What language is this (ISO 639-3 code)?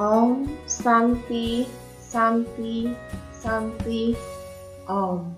ban